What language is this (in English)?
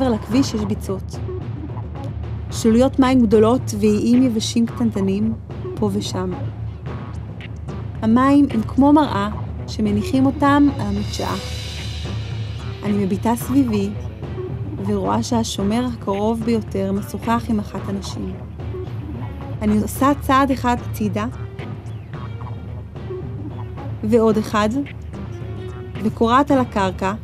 Hebrew